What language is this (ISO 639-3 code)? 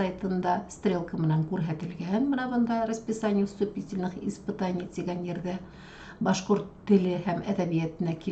bak